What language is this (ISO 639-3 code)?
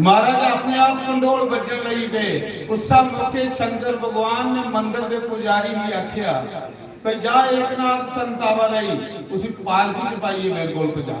doi